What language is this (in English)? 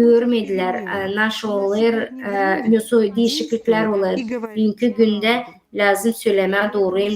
Gagauz